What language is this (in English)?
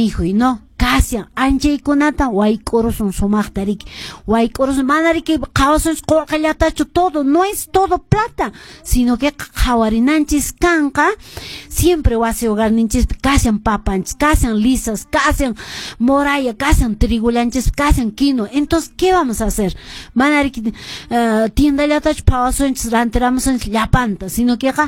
Quechua